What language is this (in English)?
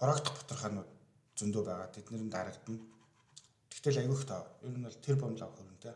Mongolian